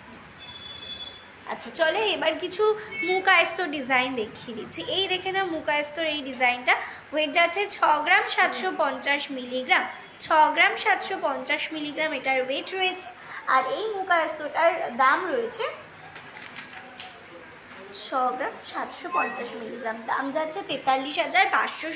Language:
Bangla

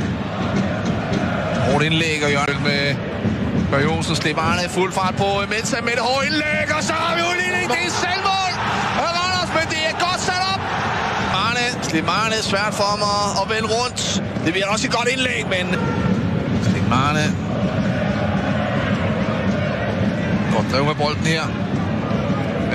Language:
Danish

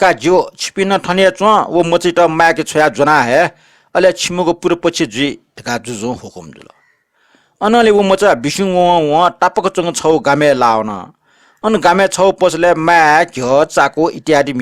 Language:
Newari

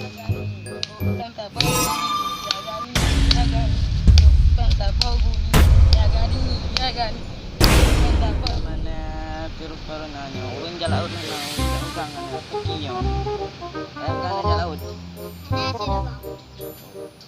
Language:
Achinese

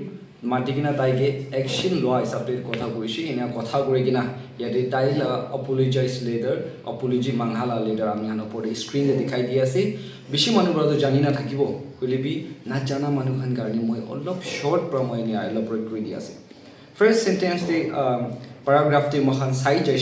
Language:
Naga Pidgin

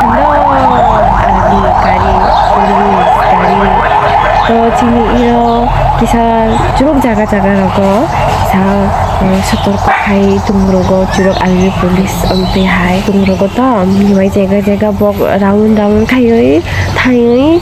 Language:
Kok Borok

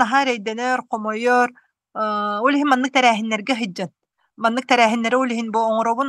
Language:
Yakut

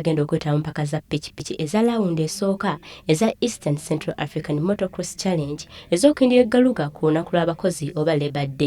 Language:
Ganda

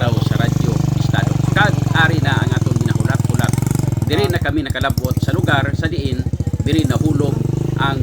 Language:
Hiligaynon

